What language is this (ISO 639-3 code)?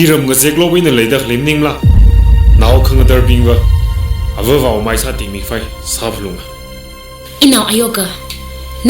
nmf